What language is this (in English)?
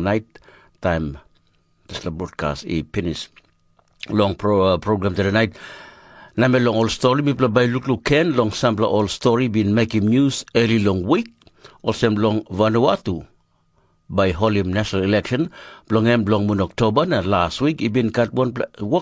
Tok Pisin